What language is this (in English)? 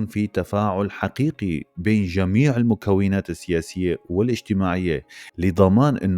North Levantine Arabic